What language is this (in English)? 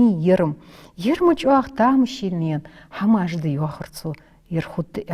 Ingush